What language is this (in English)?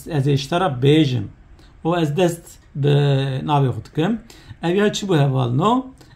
Kurdish